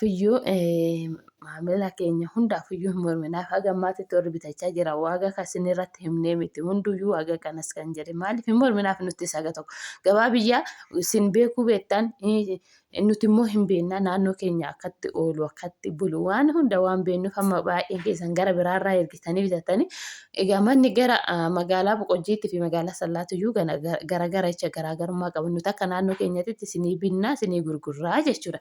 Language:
Oromo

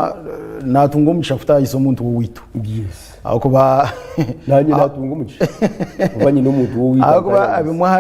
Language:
Nyankole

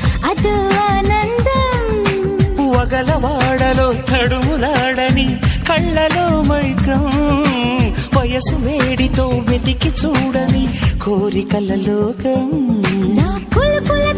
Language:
Telugu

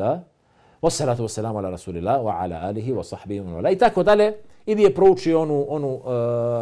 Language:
Bosnian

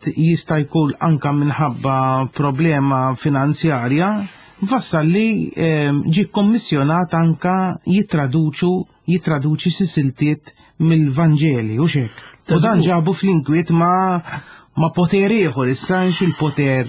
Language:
Maltese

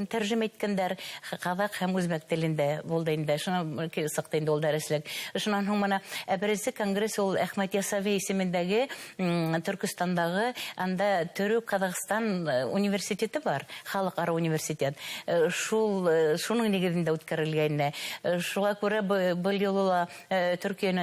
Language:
Bashkir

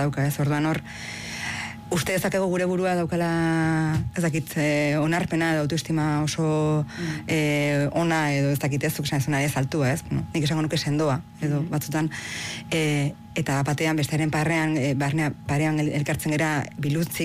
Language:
Basque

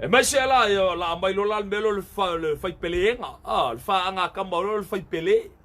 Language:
Samoan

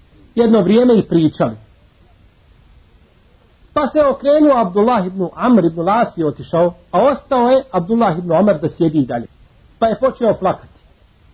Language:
Bosnian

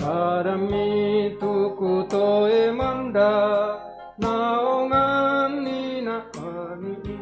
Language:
Toraja-Sa'dan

